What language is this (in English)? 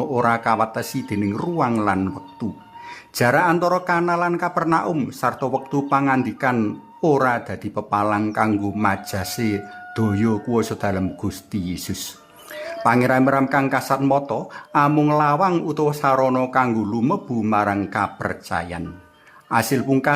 Javanese